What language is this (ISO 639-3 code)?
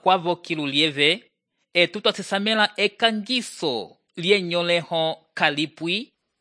umb